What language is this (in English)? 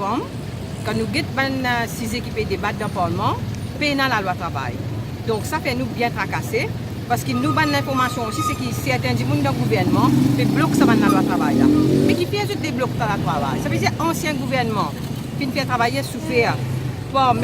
Morisyen